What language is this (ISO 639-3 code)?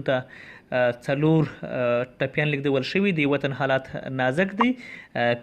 pus